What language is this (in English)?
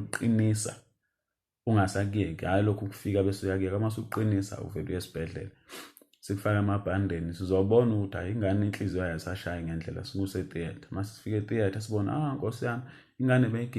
Zulu